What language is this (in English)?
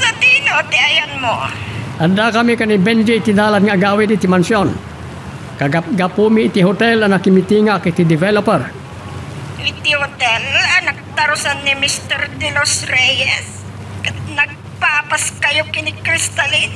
Iloko